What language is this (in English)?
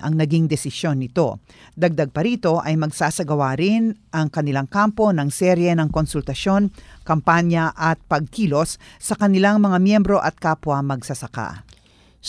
Filipino